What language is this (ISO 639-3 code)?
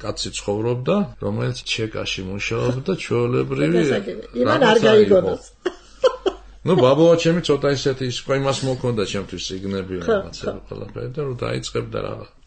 kat